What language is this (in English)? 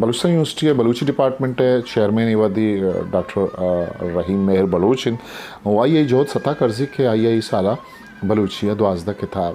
Eastern Balochi